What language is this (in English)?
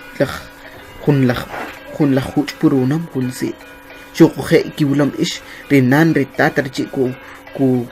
Kʼicheʼ